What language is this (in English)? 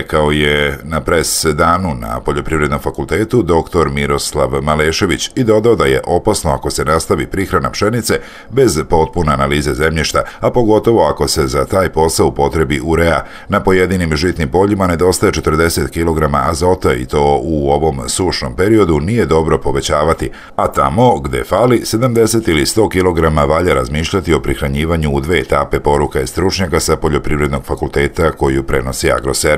Serbian